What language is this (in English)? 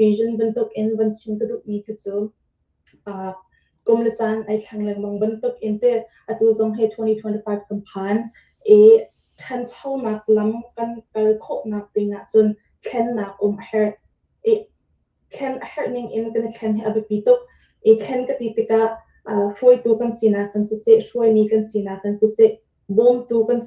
Hakha Chin